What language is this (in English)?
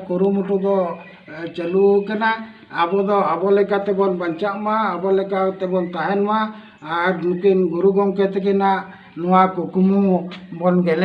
Santali